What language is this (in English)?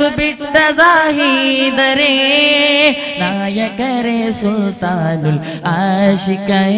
Kannada